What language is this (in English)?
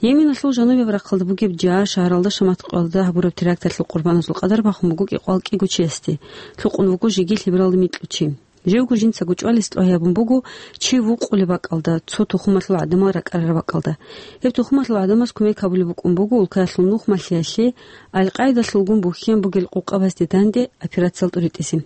Avaric